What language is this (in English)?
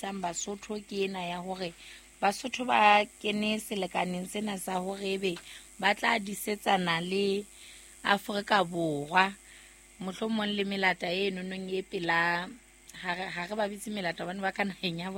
Southern Sotho